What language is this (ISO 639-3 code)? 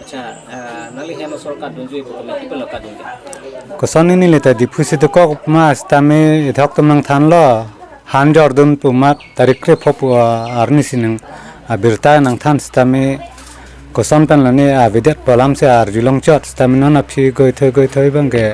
mjw